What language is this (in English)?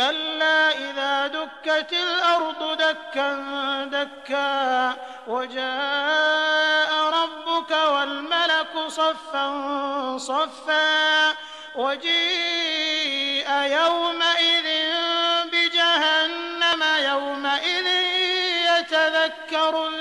Arabic